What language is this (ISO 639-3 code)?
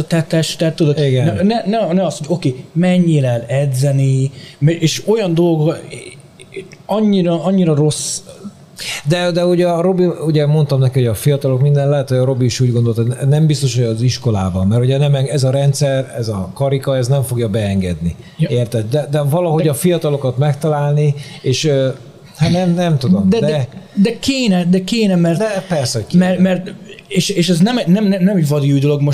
hun